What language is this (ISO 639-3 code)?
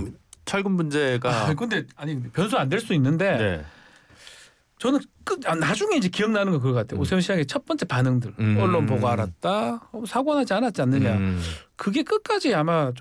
kor